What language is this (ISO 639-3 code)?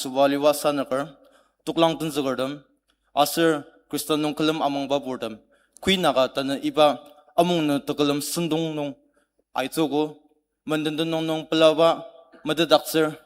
njo